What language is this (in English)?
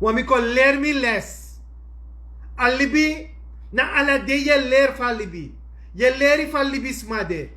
Sranan Tongo